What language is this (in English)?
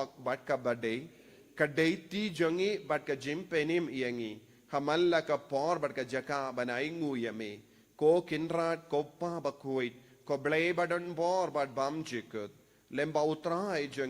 Khasi